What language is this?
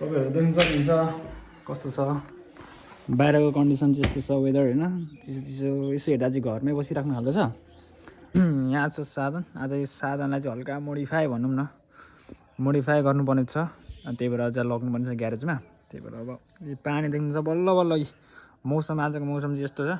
Nepali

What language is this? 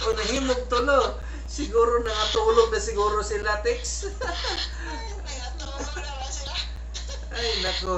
Cebuano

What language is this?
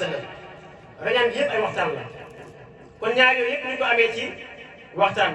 Wolof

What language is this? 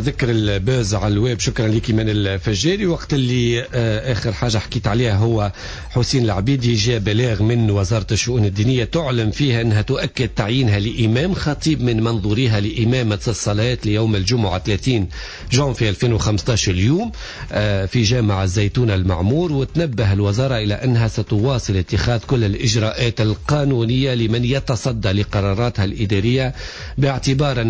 Tunisian Arabic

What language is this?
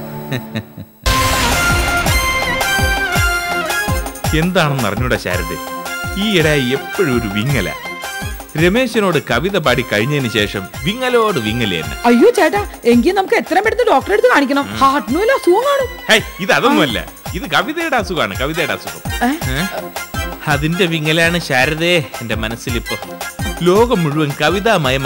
Malayalam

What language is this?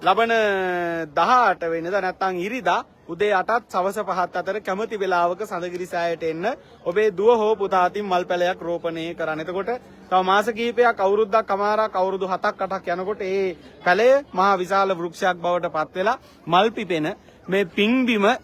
Sinhala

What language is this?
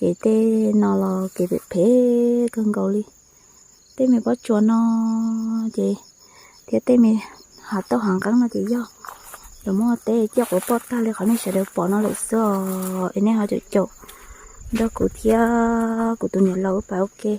Hmong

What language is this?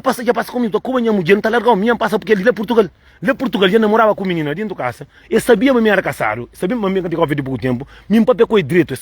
Kabuverdianu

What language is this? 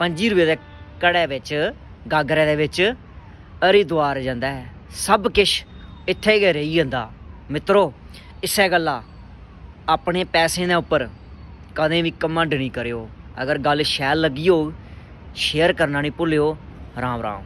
Dogri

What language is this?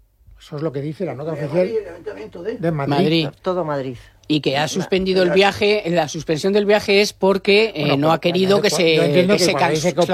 Spanish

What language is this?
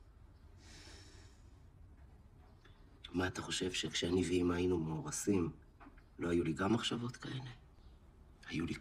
Hebrew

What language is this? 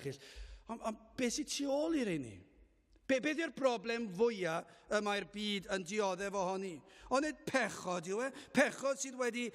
Welsh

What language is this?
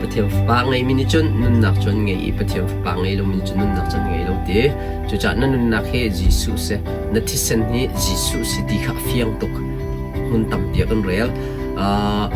Hakha Chin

